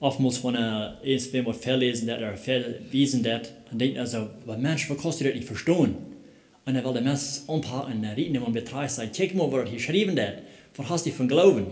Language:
Plautdietsch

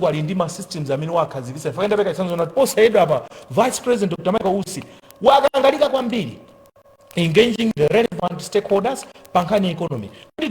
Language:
Nyanja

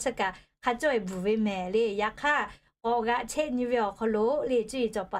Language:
Lahu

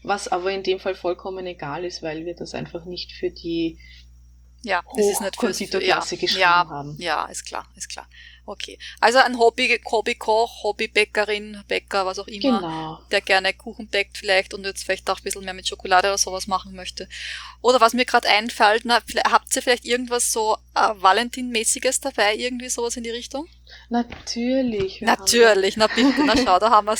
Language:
German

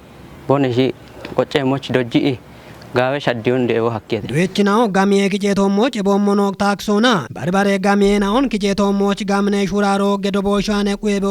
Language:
Kafa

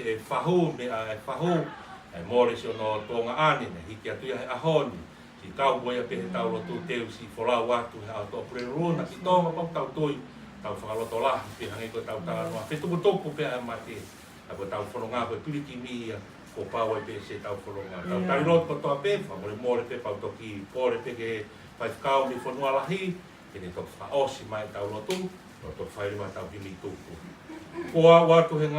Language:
Tongan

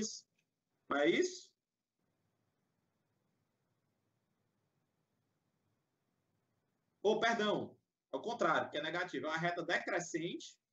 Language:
Portuguese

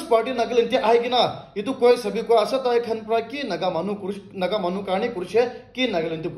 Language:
Naga Pidgin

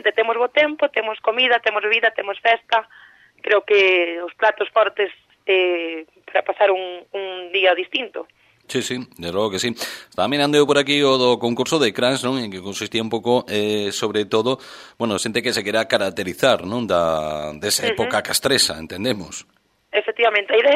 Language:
Galician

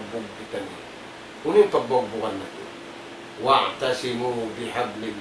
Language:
Tausug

